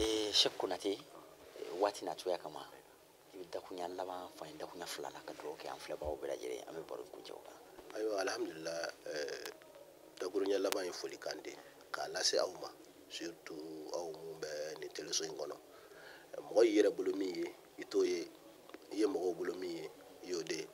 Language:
Bambara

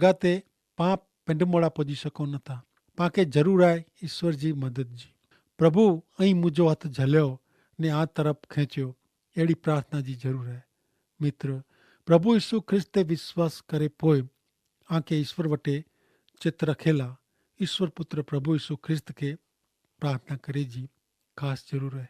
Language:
Kachhi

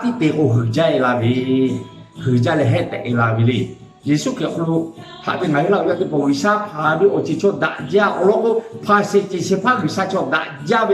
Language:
Lahu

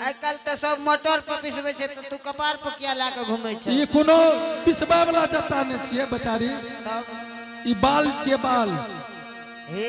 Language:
Angika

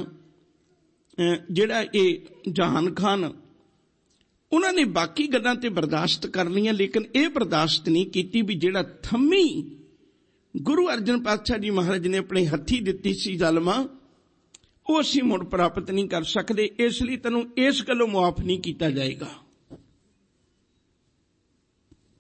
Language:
Punjabi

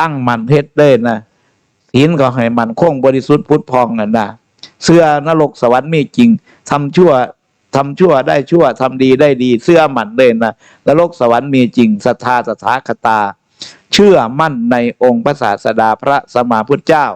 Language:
Northeastern Thai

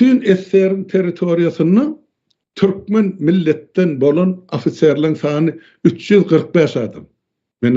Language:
Turkmen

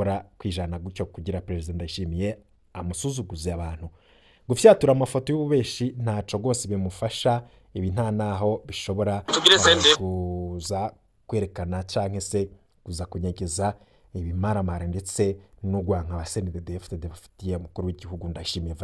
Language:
Rundi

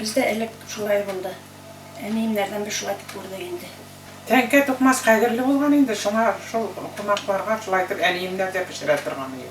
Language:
Bashkir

